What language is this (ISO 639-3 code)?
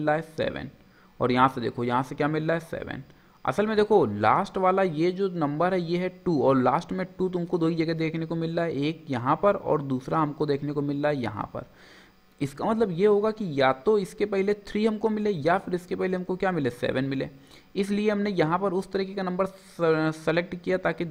hin